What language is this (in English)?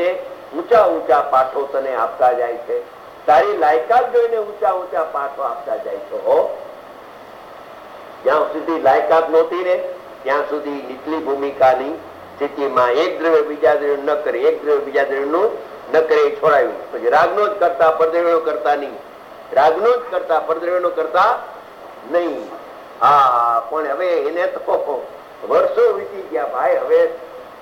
Gujarati